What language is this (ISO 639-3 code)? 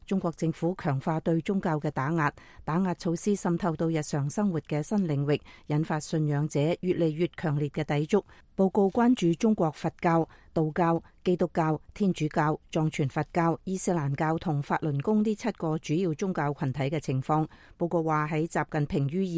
yue